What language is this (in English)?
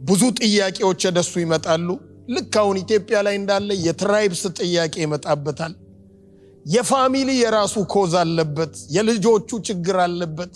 Amharic